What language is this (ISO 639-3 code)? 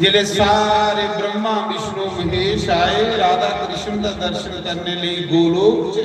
doi